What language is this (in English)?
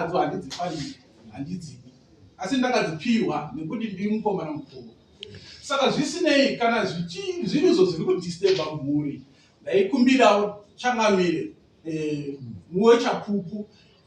Shona